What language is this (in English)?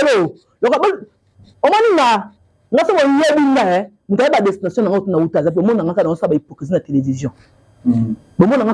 Lingala